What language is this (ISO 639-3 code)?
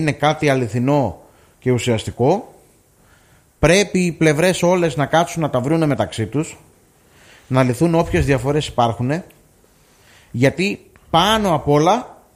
ell